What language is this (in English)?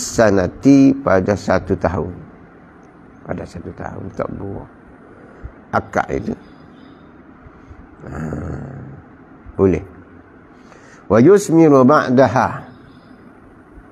Malay